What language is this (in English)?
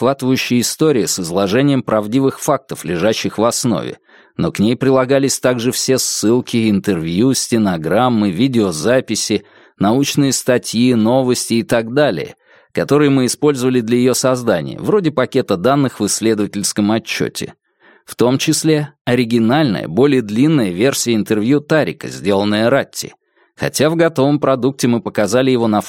Russian